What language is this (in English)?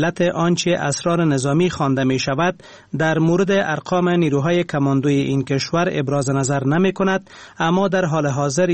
Persian